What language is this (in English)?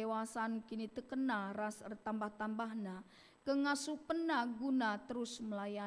Batak Karo